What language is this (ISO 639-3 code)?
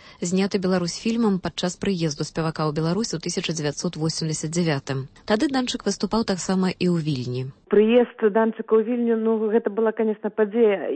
bel